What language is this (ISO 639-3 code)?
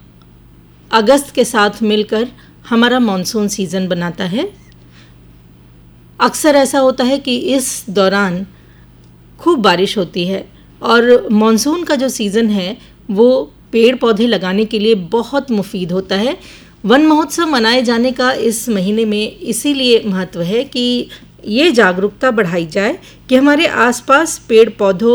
hin